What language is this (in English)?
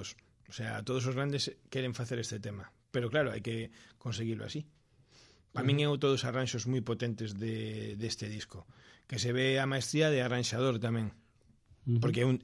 Galician